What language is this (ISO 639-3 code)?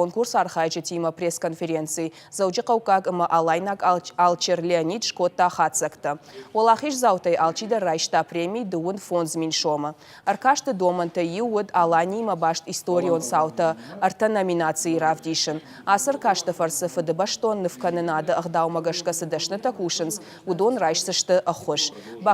oss